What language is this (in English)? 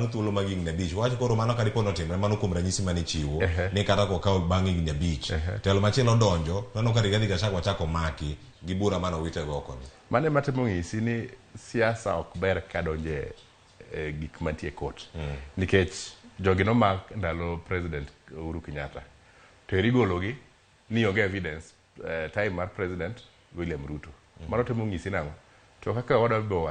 Luo (Kenya and Tanzania)